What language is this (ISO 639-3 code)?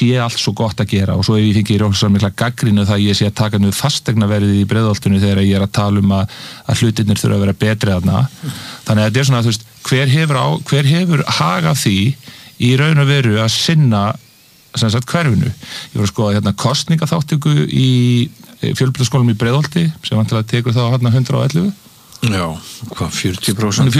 isl